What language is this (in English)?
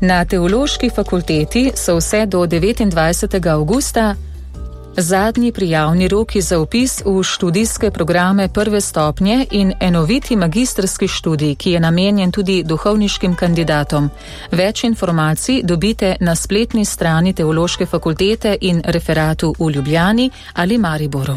Slovenian